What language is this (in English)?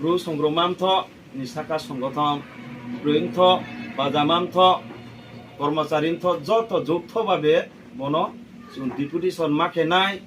Riang (India)